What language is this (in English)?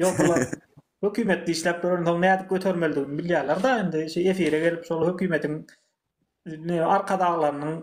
Turkmen